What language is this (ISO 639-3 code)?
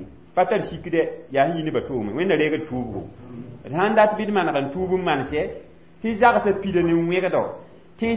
mos